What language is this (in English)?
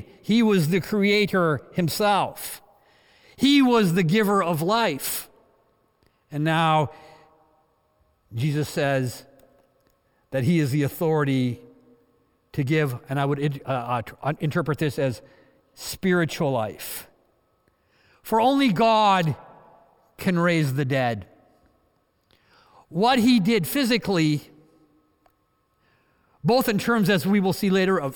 English